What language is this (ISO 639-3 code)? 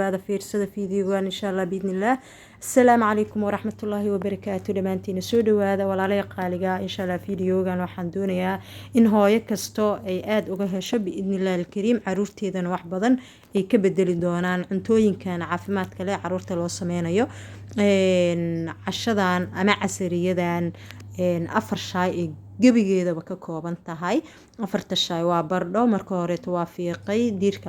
som